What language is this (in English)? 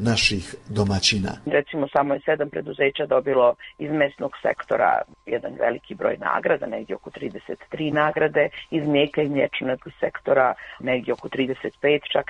Bosnian